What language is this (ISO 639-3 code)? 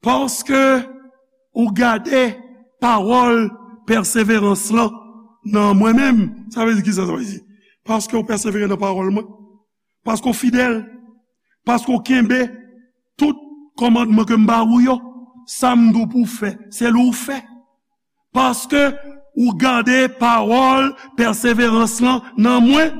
hat